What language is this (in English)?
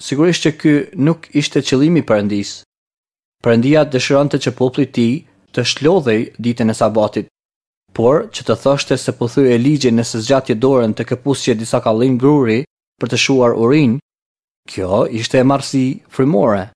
Albanian